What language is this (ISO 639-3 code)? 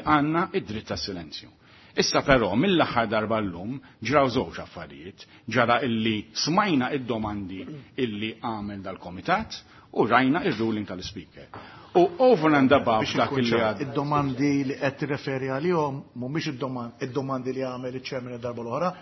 mlt